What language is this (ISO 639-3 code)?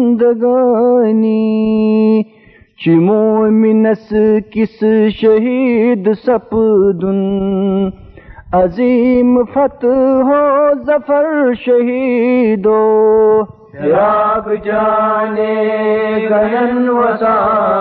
kas